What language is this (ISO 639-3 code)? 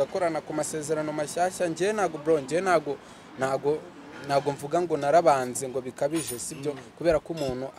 kin